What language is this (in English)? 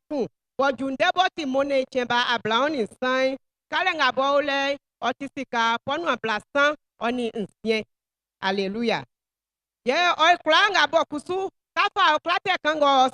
Baoulé